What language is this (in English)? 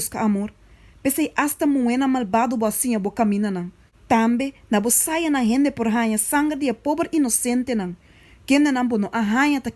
Papiamento